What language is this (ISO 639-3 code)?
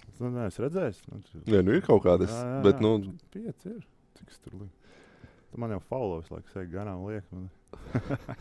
lav